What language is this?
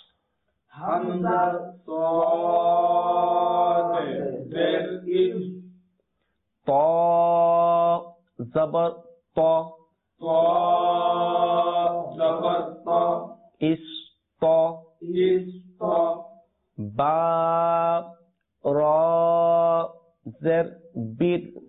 Bangla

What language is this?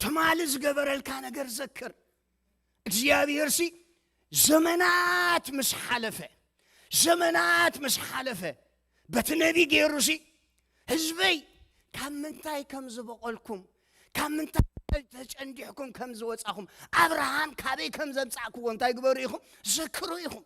Tigrinya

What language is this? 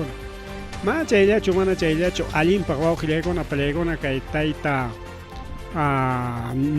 Ayacucho Quechua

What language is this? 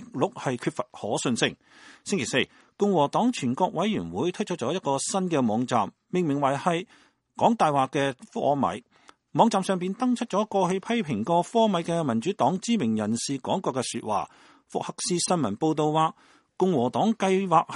Cantonese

